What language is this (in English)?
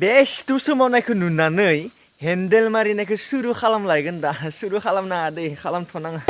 Bodo